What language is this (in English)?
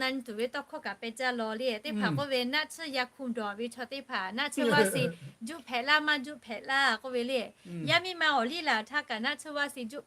Lahu